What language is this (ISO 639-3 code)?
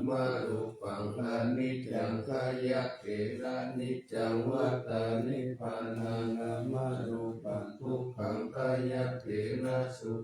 pli